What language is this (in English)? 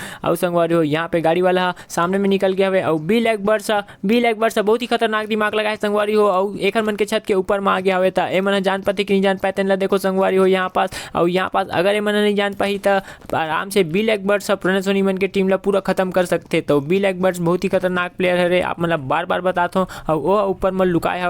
Chhattisgarhi